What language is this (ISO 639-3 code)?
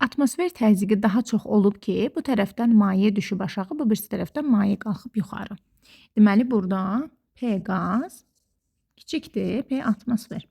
aze